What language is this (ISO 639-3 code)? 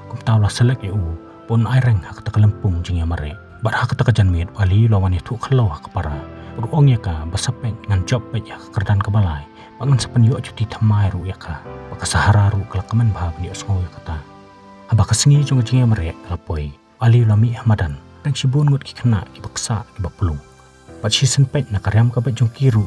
kha